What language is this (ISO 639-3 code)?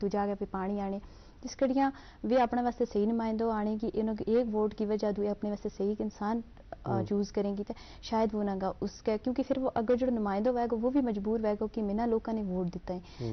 gju